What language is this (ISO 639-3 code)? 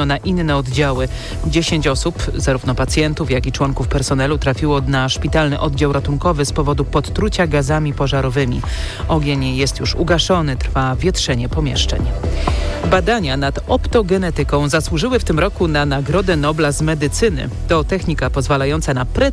pol